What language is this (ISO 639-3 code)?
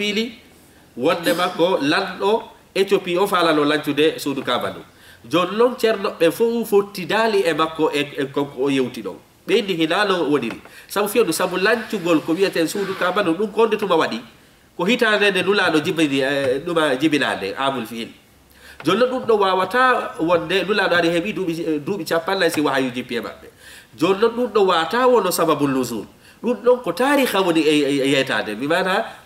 ful